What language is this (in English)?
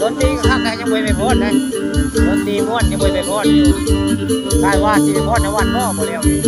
Northeastern Thai